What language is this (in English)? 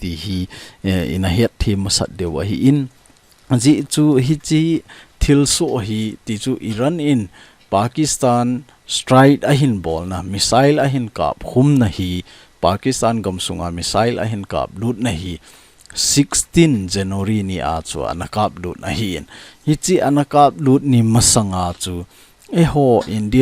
Thado Chin